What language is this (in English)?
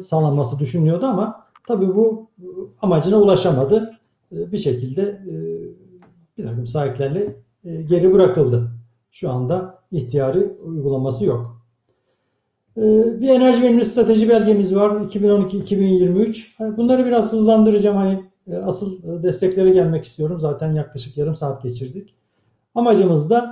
Turkish